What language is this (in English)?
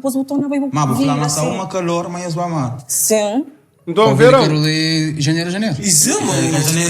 Kabuverdianu